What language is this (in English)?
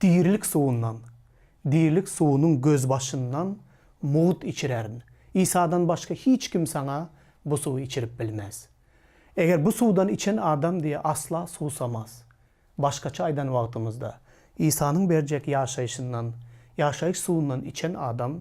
Turkmen